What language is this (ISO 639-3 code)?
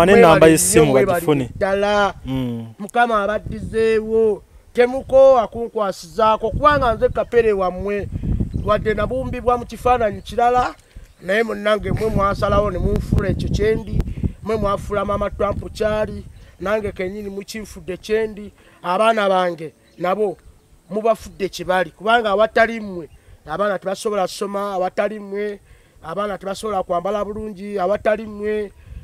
lug